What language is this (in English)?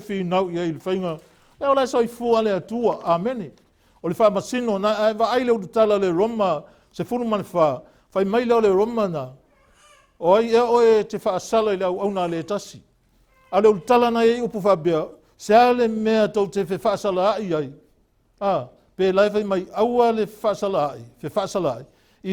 Samoan